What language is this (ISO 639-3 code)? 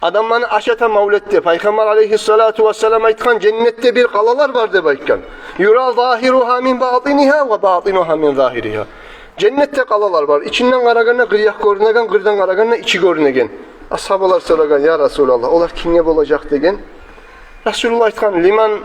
kum